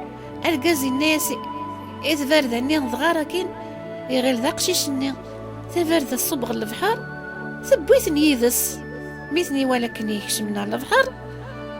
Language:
Kabyle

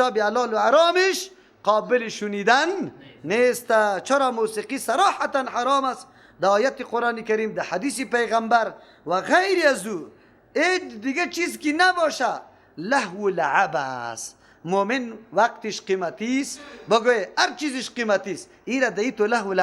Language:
Persian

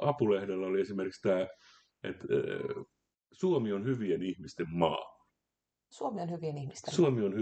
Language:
Finnish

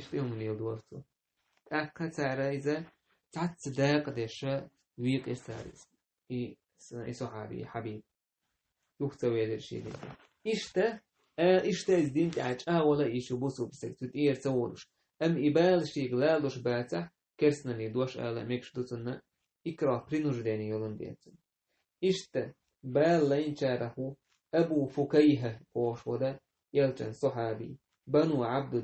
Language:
Chechen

